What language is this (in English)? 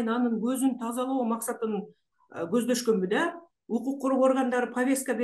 Kyrgyz